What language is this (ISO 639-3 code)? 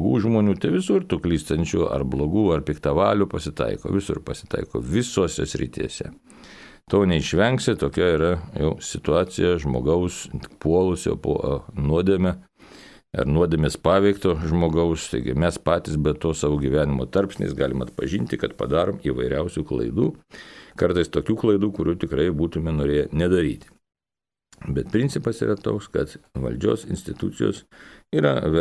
lit